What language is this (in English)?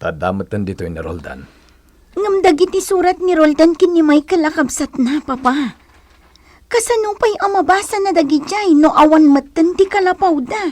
Iloko